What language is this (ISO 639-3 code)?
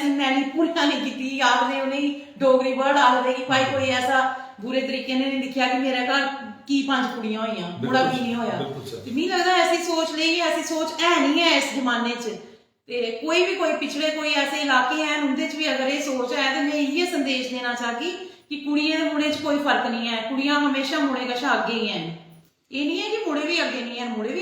doi